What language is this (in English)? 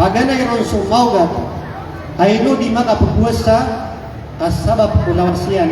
Maranao